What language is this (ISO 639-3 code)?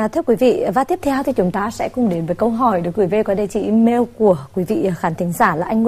vie